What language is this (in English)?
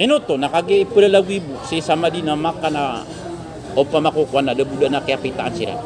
Maranao